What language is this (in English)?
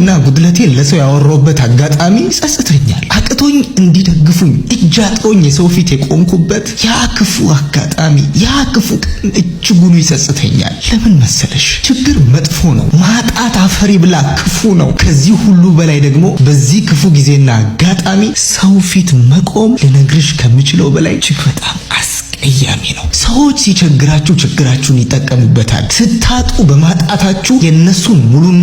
Amharic